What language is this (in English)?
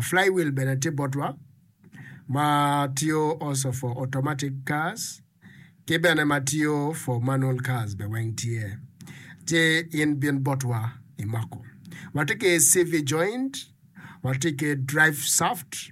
Acoli